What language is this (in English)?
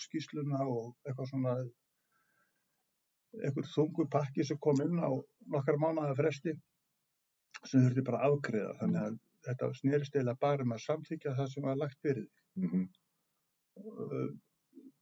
Icelandic